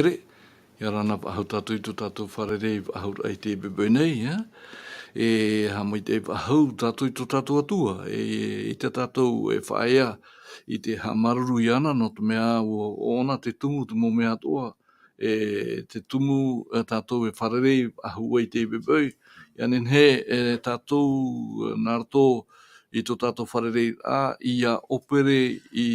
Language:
Tahitian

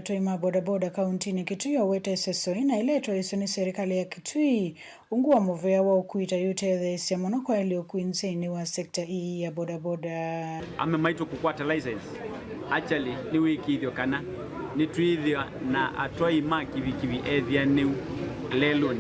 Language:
Kamba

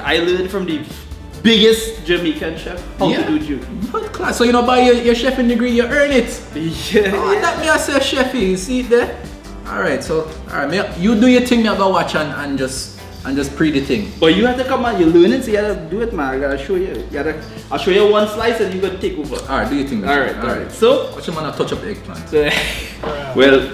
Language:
Jamaican Creole English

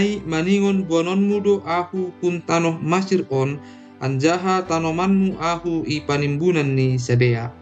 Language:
Batak Simalungun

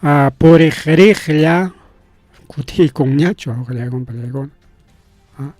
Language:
Ayacucho Quechua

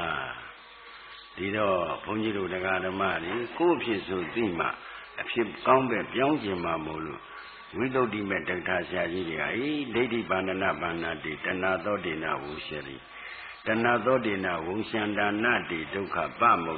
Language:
Burmese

